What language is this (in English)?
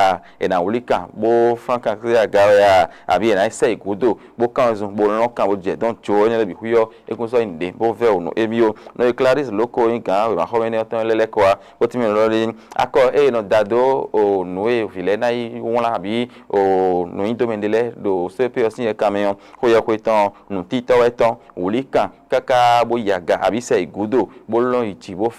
Fon